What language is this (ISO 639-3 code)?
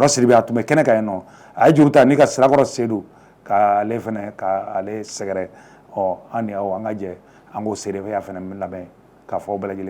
bam